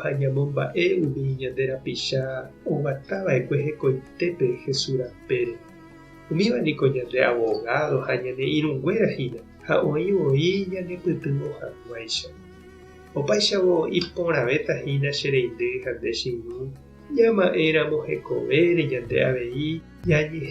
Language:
Guarani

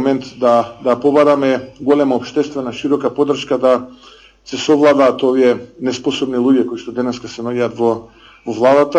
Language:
Macedonian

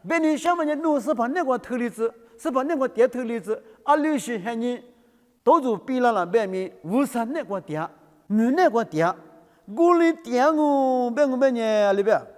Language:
Lisu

